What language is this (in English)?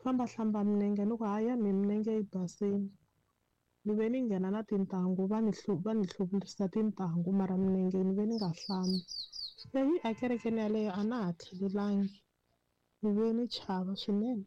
Tsonga